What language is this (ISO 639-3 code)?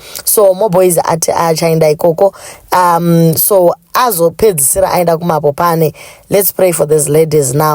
sna